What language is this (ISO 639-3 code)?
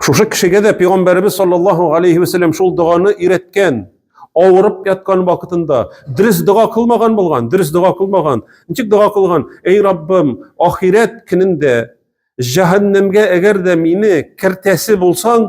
tat